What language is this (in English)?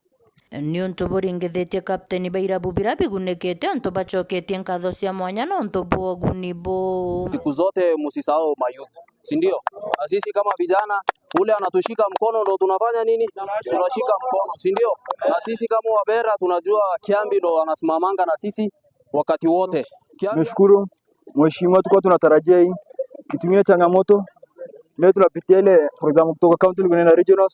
Meru